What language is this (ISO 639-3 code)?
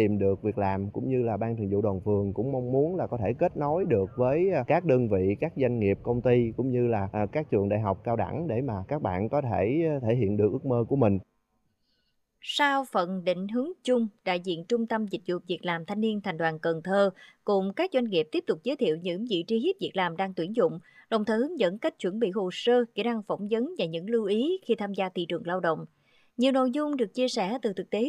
vie